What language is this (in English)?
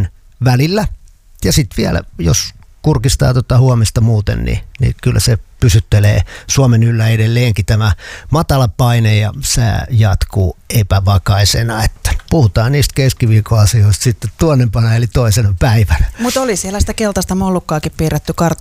Finnish